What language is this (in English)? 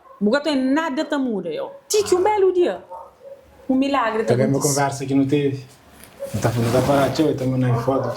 Kabuverdianu